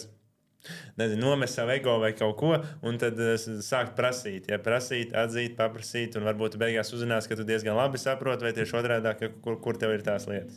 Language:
Latvian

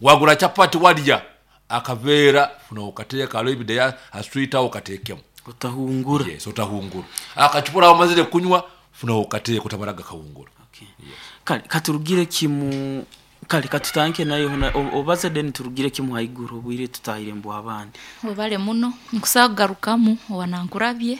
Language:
Nyoro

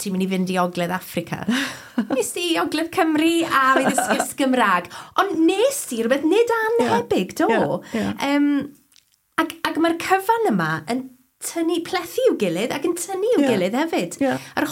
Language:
Welsh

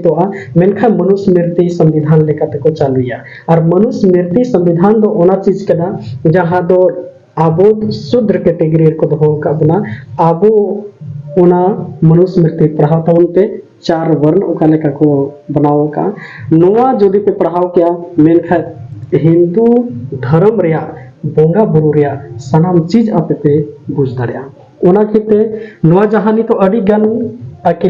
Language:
Santali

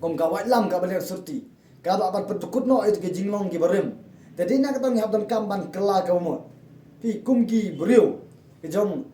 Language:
Khasi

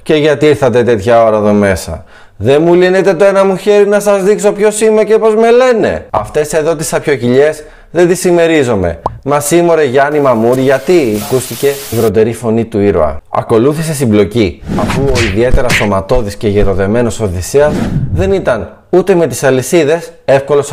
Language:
Greek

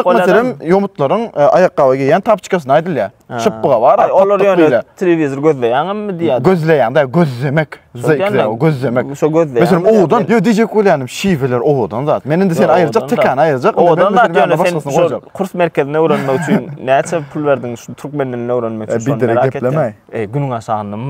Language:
Turkmen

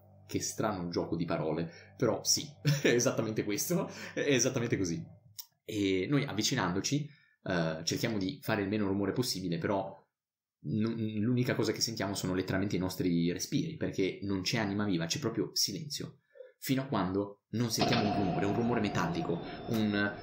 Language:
Italian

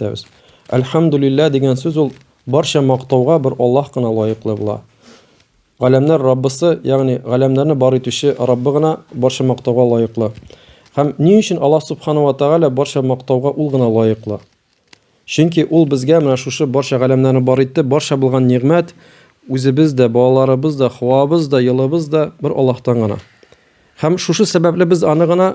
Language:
Tatar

